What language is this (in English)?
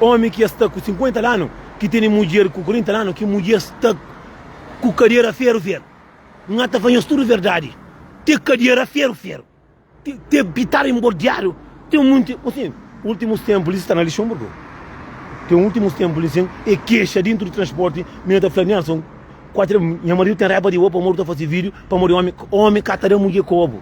Kabuverdianu